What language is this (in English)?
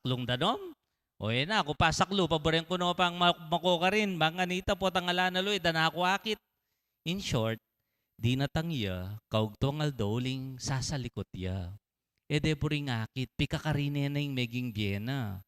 Pampanga